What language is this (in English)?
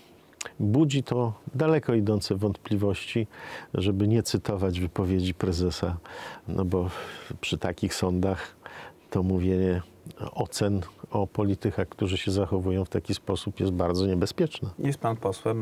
Polish